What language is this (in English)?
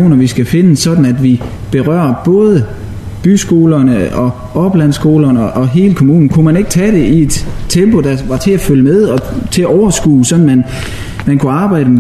Danish